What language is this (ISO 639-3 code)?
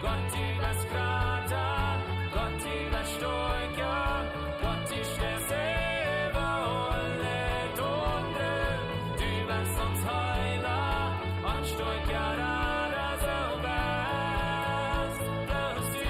pdt